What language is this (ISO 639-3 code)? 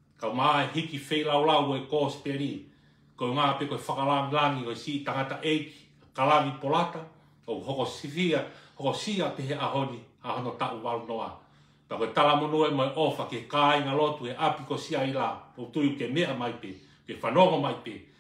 ton